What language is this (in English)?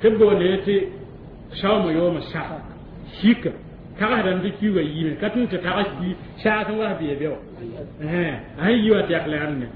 Mossi